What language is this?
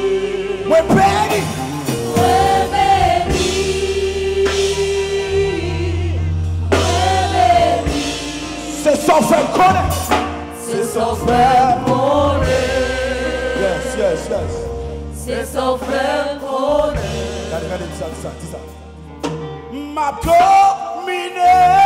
French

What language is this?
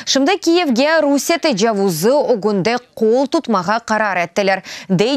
Crimean Tatar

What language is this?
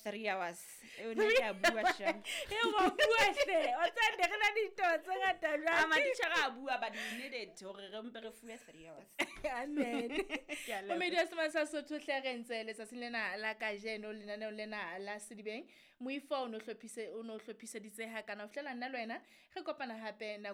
Southern Sotho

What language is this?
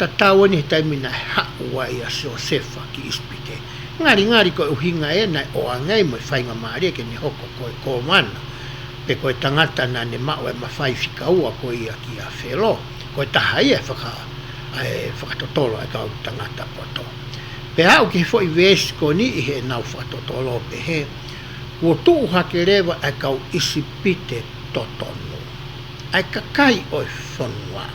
Tongan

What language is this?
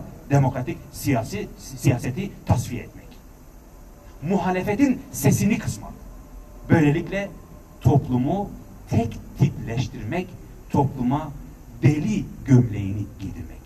Turkish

